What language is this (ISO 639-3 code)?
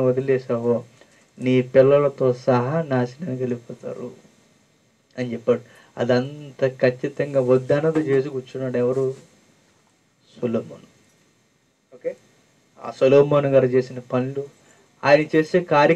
tel